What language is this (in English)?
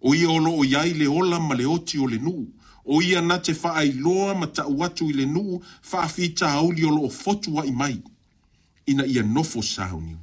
Samoan